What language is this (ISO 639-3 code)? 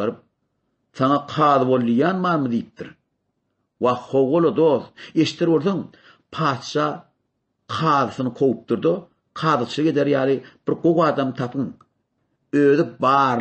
tuk